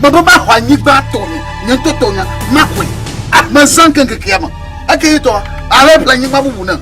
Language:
Ewe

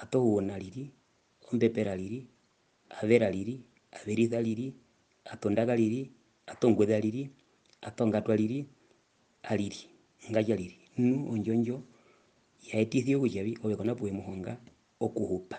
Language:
Herero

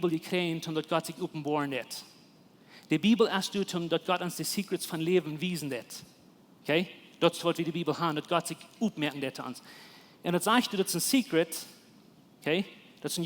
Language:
Plautdietsch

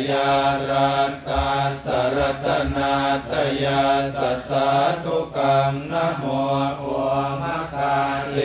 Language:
Pali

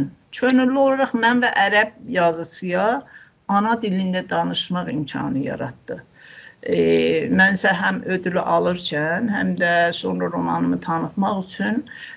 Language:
South Azerbaijani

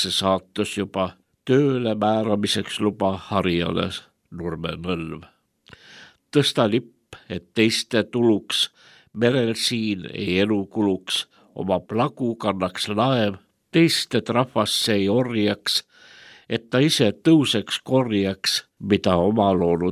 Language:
Estonian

